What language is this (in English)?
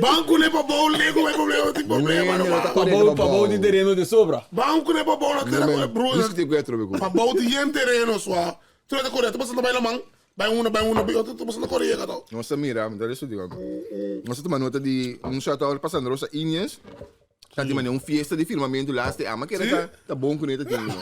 Papiamento